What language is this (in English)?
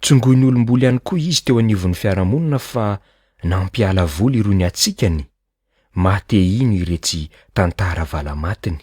Malagasy